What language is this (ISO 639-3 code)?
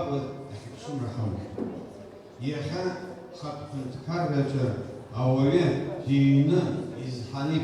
abk